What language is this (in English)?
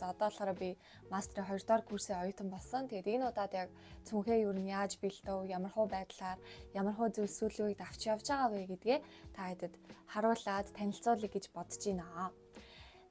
Mongolian